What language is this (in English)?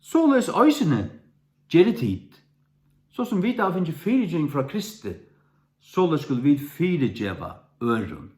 Faroese